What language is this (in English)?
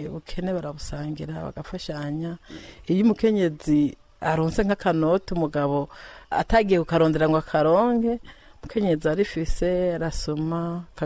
Rundi